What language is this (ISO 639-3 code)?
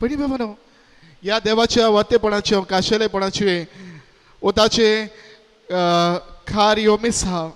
kok